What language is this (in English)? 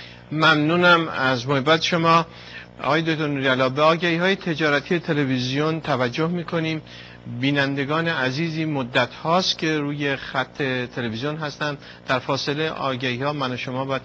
Persian